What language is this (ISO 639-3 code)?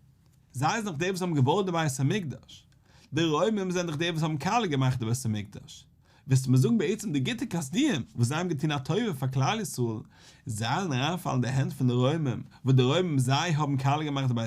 yid